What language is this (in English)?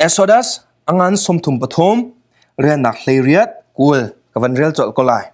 Hakha Chin